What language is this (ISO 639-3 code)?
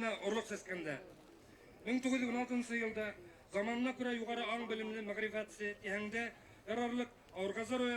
bak